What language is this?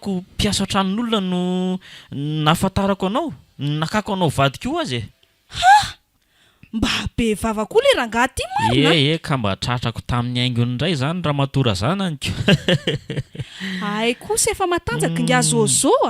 Malagasy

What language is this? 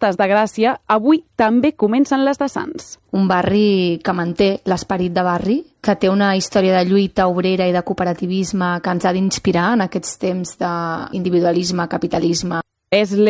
Catalan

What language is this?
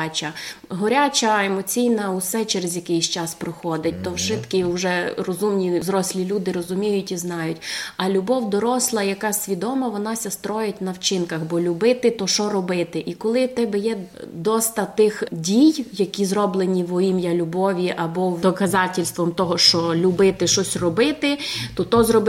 Rusyn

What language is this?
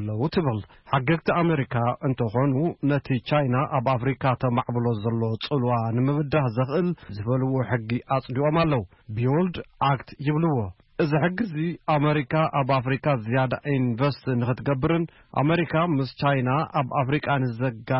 Tigrinya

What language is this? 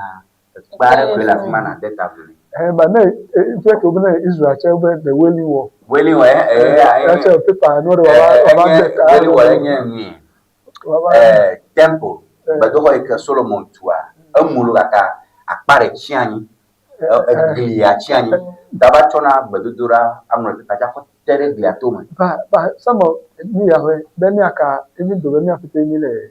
Ewe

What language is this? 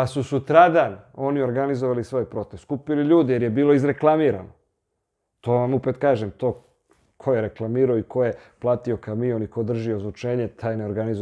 Serbian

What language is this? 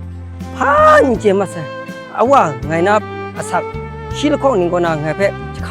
Kachin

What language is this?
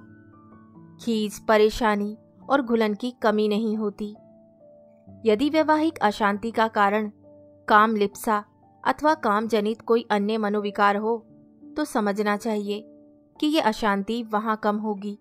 Hindi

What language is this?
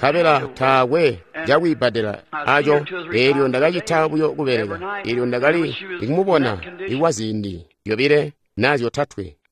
Tonga (Zambia)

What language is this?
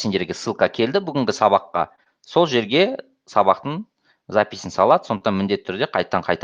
Kazakh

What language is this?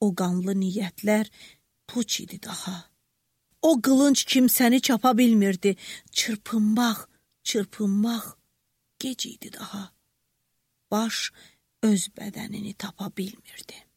Azerbaijani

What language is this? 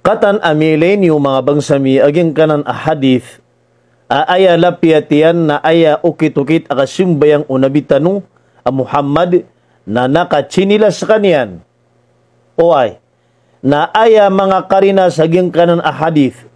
Maranao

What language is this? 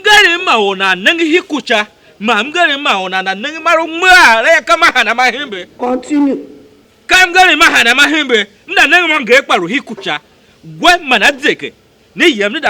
Tiv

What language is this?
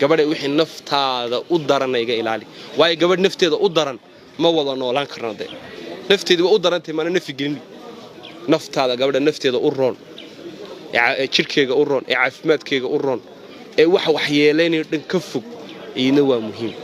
Somali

